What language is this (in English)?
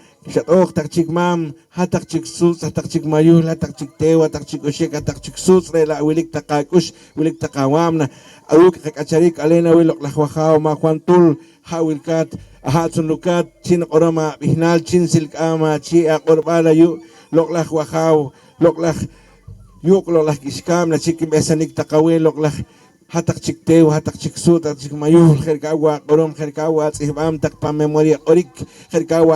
Poqomchi'